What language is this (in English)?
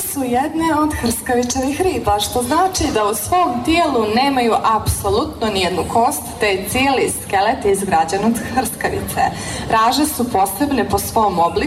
Croatian